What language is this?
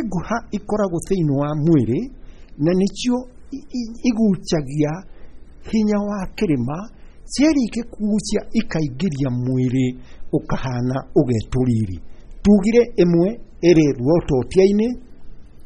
Kikuyu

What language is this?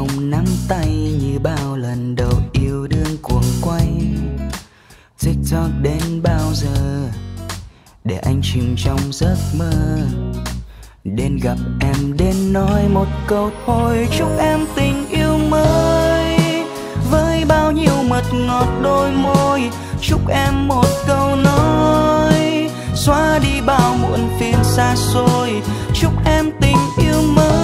Vietnamese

